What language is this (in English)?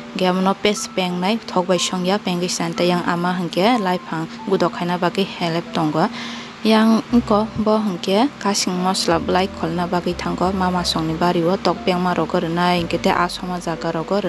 Kok Borok